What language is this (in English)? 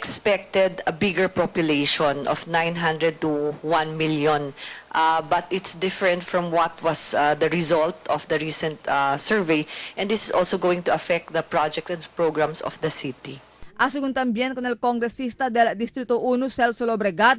Chavacano